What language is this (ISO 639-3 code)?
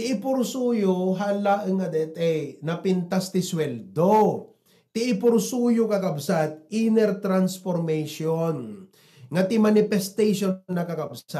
ilo